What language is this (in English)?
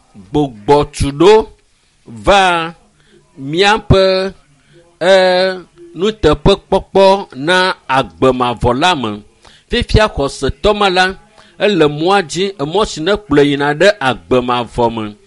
Ewe